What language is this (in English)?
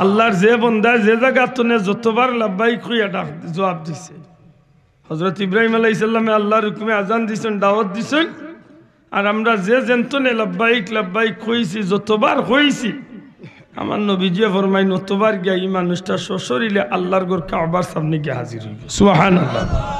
Sylheti